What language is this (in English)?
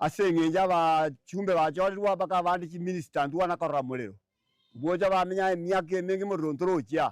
Gusii